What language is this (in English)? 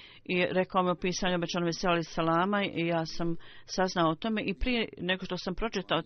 Bosnian